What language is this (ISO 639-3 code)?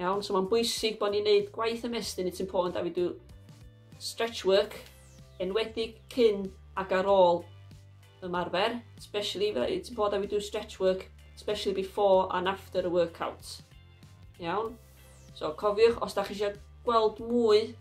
cym